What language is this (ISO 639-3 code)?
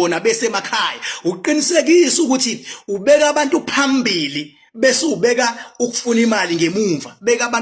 zul